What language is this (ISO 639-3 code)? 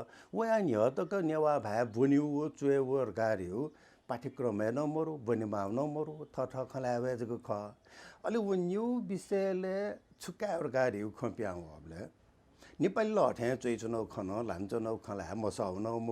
new